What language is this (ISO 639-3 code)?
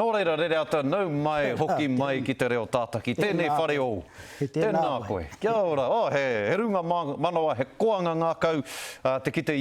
mri